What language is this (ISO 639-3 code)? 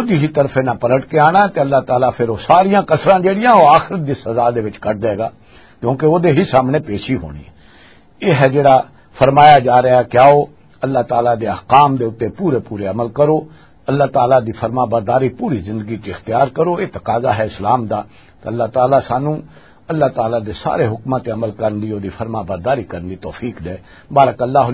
lah